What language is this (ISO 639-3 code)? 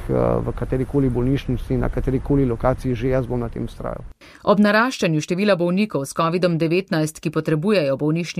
slv